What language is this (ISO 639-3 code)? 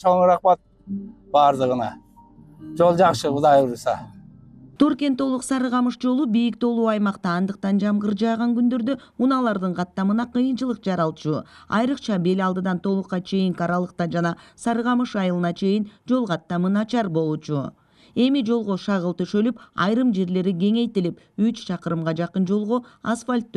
kir